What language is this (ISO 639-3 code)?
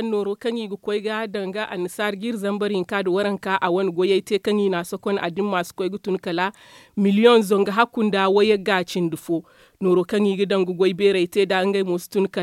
dje